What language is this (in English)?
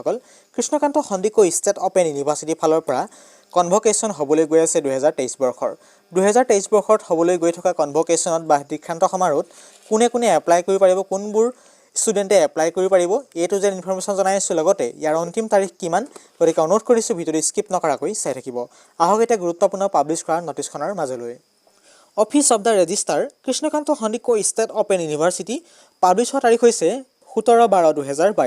Assamese